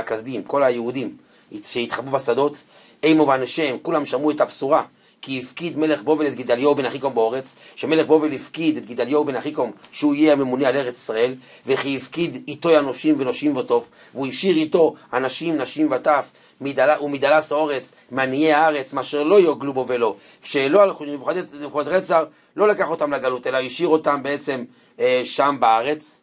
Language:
Hebrew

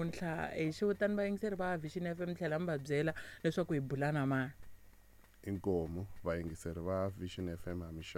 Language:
Tsonga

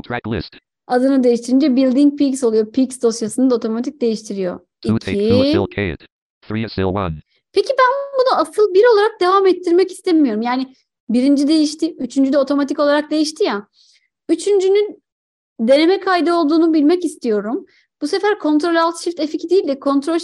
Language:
Turkish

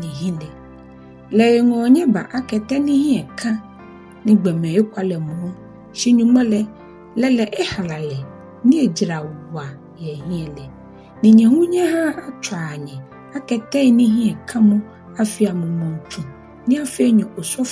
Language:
Ga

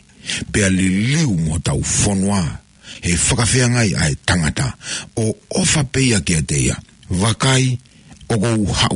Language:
Tongan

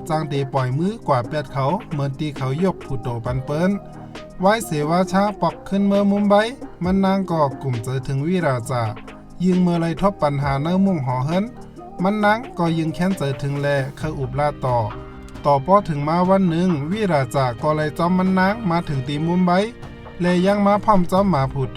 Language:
Shan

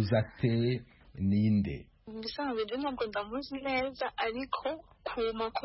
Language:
Kinyarwanda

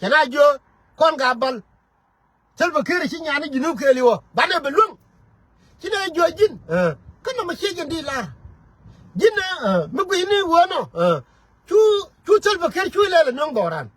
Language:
Nuer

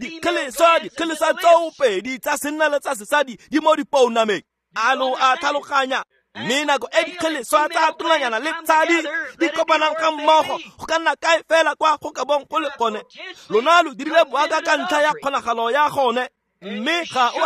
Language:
Tswana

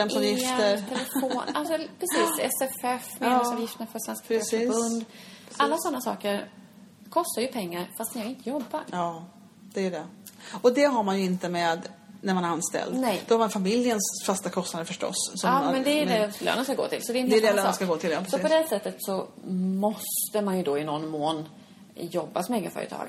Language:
Swedish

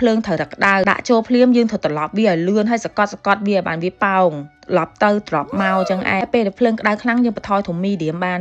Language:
Khmer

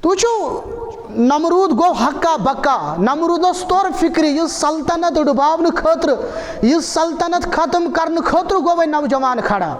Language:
Kashmiri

